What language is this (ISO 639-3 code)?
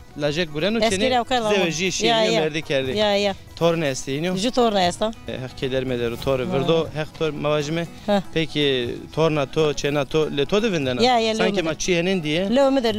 zza